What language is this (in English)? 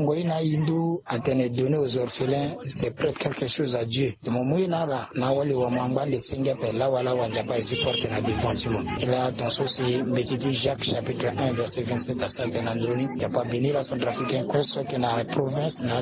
Sango